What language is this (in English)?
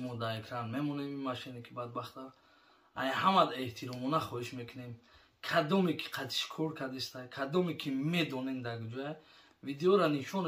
Tajik